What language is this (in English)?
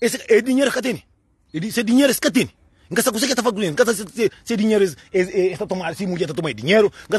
Kabuverdianu